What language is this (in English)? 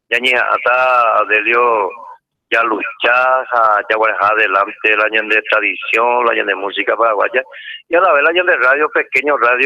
Guarani